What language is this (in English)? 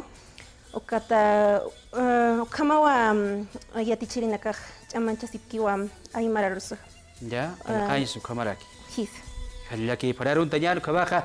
Aymara